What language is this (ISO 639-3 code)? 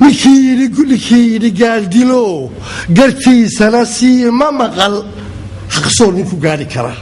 som